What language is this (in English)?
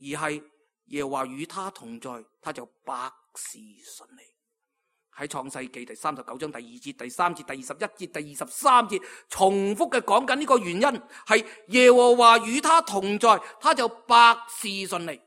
Cantonese